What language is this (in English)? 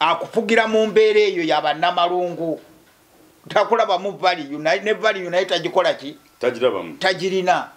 Ganda